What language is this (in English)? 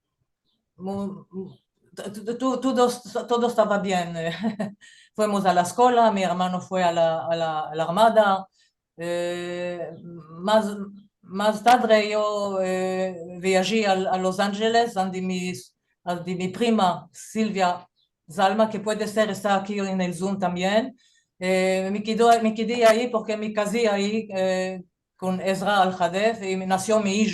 Ladino